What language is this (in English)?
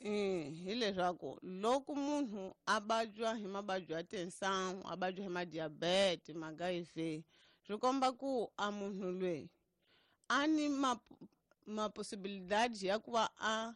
Tsonga